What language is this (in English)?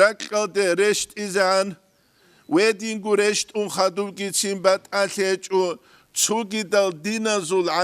Avaric